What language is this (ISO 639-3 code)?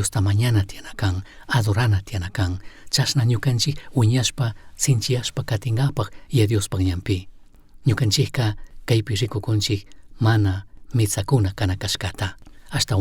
qug